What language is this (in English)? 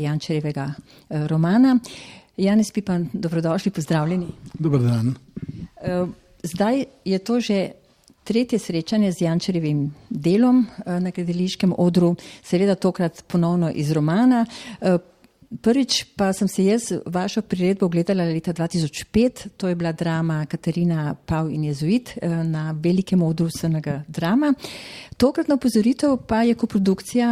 Slovenian